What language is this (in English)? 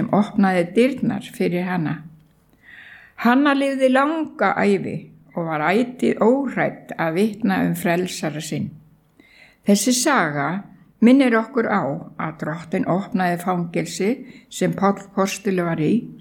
Icelandic